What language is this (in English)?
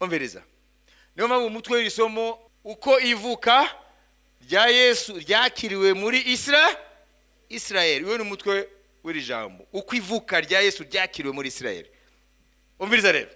Kinyarwanda